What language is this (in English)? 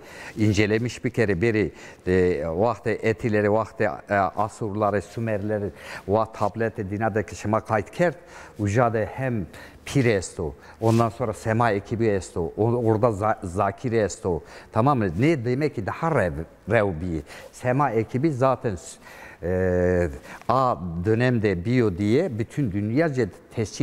Zaza